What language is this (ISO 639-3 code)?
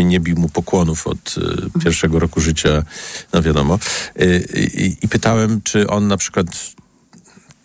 pol